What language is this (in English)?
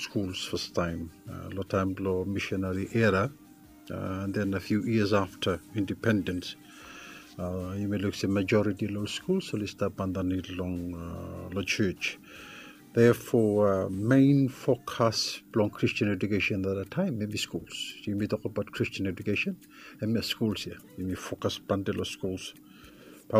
Bislama